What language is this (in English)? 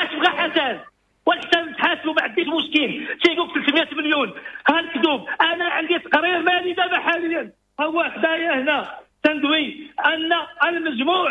Moroccan Arabic